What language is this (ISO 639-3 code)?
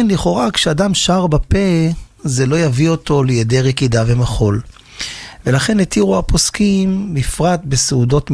heb